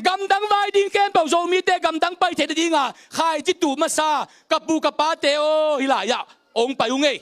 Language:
Tedim Chin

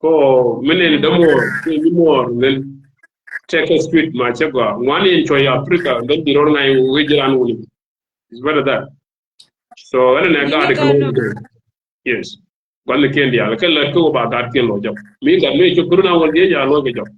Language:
Nuer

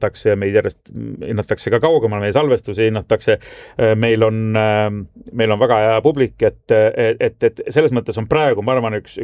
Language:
Estonian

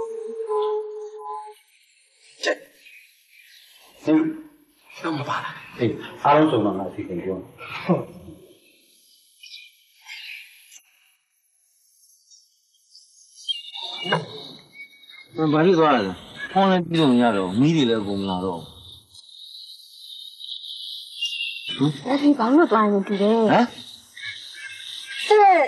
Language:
Burmese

